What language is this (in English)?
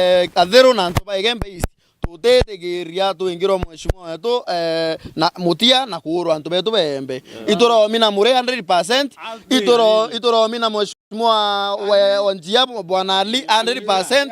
Meru